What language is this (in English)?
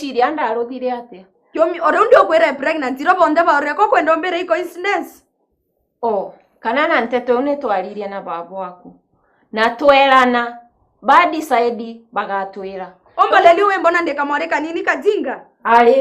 Meru